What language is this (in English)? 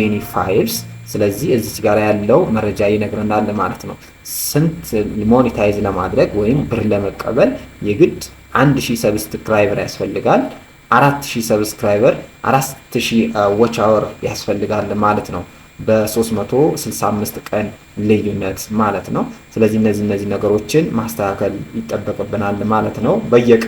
Amharic